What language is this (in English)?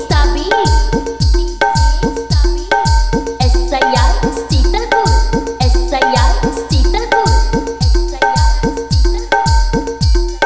Bhojpuri